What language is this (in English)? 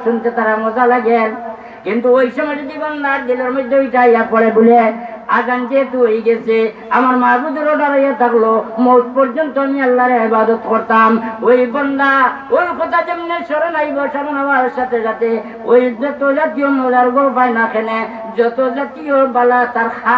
Sylheti